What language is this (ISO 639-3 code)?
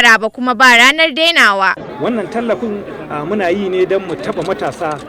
hau